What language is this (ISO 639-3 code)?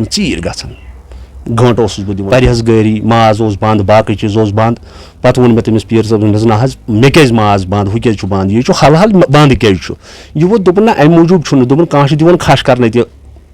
kas